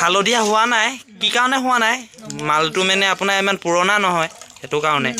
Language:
Assamese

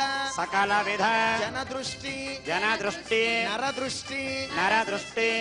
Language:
Telugu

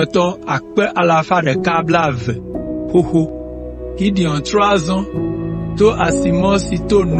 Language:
Ewe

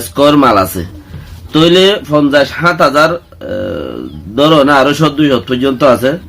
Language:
Rohingya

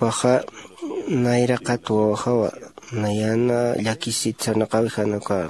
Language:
Aymara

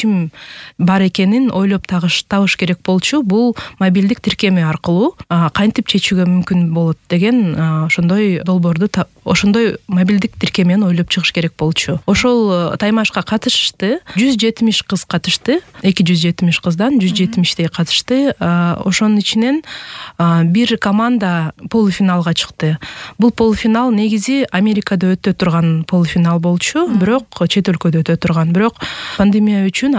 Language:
Kyrgyz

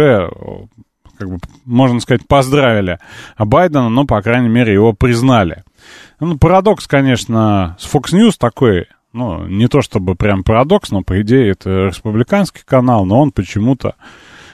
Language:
Russian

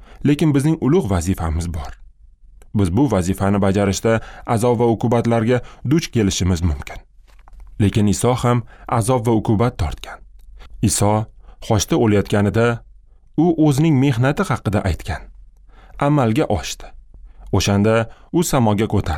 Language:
Uzbek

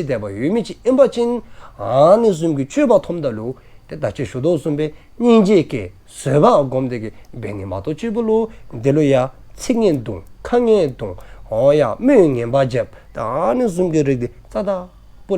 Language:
Dzongkha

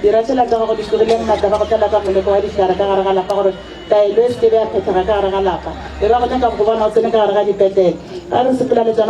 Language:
Northern Sotho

